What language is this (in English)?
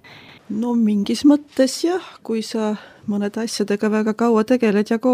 Estonian